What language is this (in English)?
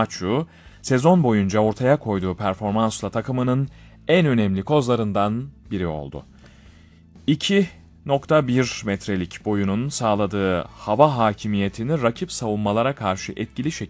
Turkish